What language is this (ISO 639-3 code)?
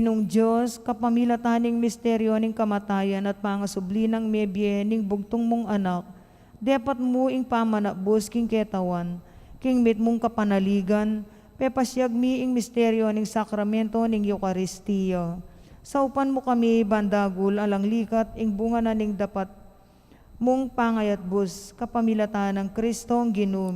pam